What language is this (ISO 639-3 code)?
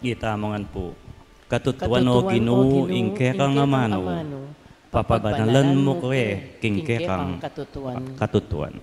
pam